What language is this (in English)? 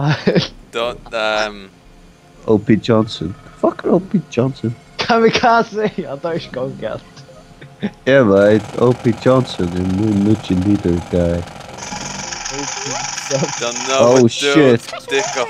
Faroese